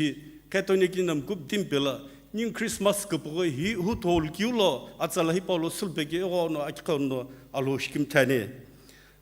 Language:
Sumi Naga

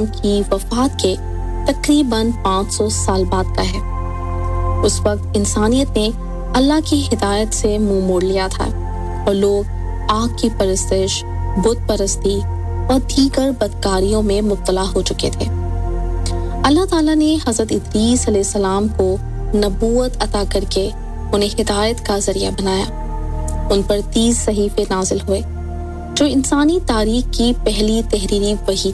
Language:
Urdu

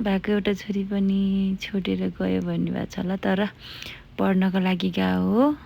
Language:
Nepali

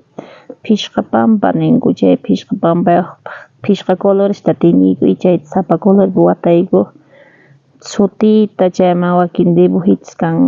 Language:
South Bolivian Quechua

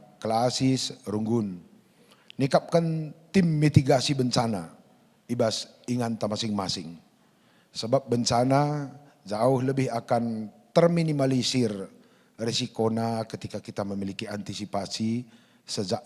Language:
Batak Karo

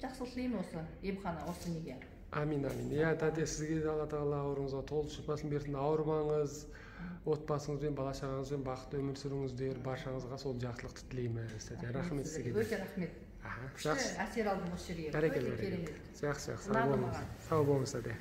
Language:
Kazakh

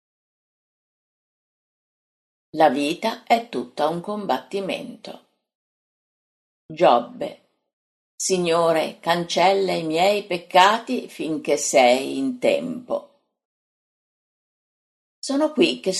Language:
Italian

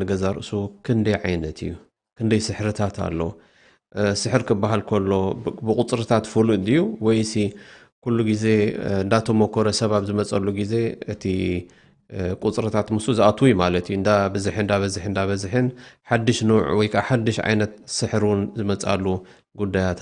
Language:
Tigrinya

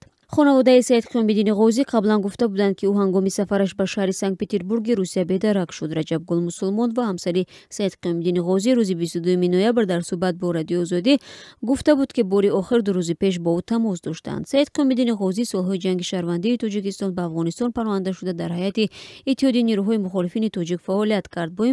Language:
Tajik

